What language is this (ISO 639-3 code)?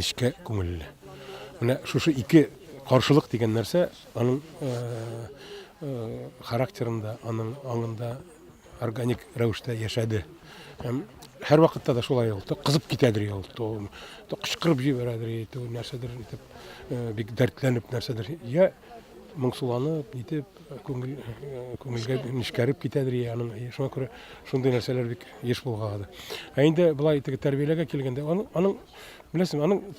tat